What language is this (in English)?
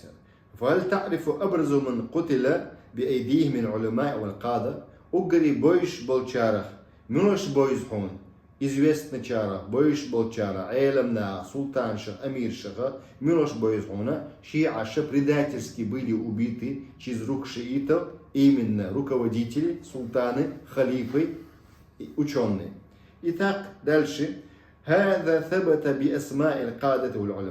Chechen